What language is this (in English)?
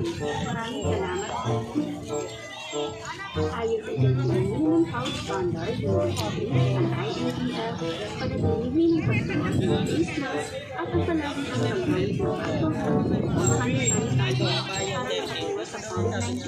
Filipino